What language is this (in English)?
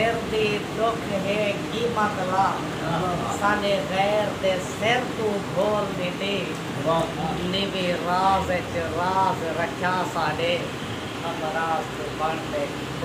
Saraiki